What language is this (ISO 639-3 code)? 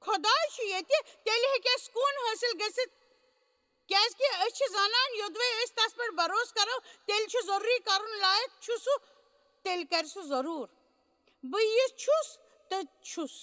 kas